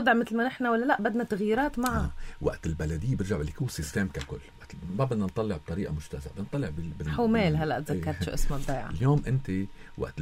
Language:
North Levantine Arabic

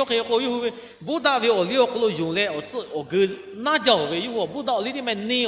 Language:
Lahu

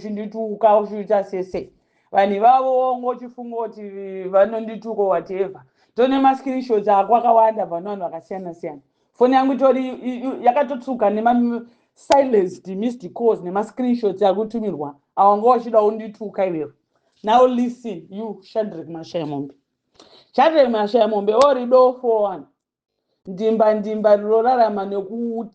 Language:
Shona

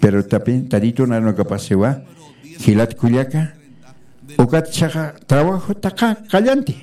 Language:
Aymara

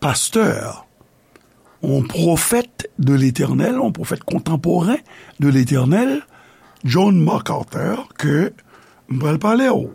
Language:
Haitian Creole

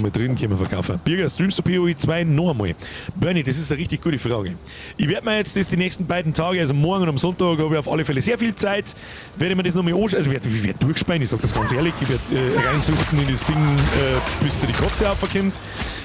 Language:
Bavarian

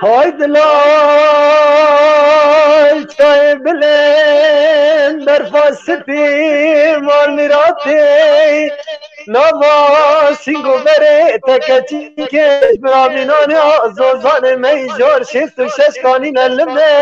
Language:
Kurdish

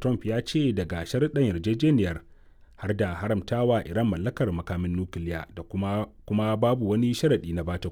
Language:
Hausa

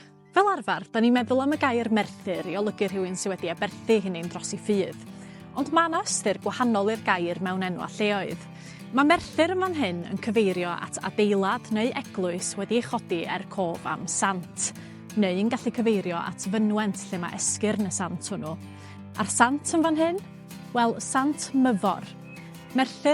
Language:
Welsh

